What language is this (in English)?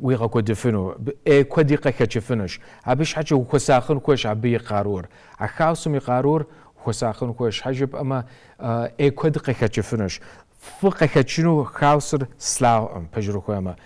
Kabardian